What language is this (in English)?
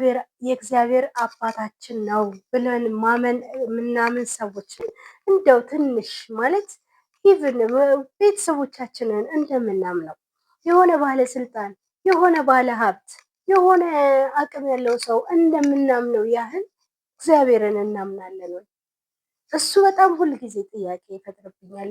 Amharic